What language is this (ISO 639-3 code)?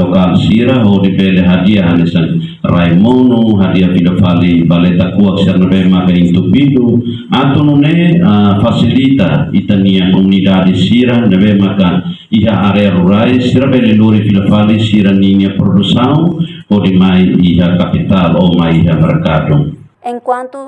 tet